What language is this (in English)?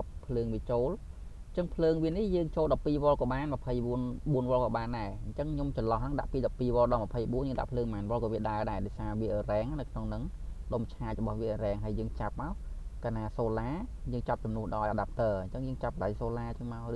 Khmer